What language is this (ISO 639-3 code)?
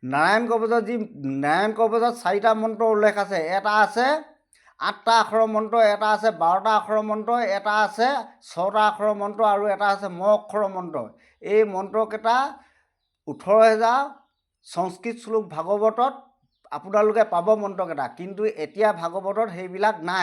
asm